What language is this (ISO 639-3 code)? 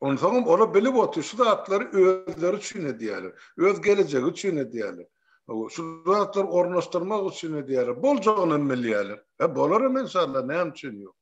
tuk